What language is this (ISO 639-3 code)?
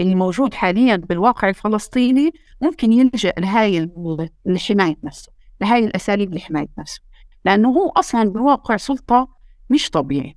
apc